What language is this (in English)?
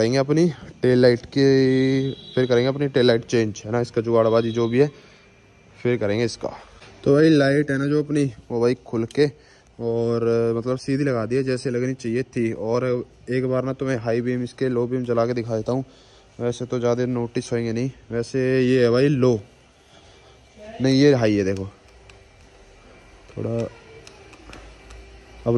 Hindi